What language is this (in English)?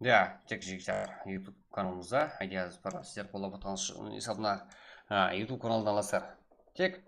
Kara-Kalpak